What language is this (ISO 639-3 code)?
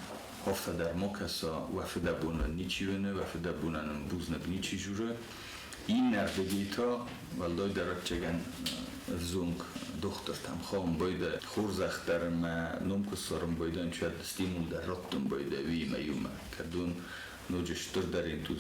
oss